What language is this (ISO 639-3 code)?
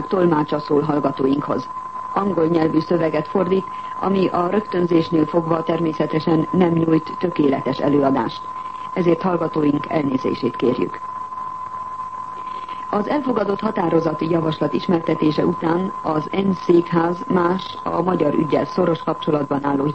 hun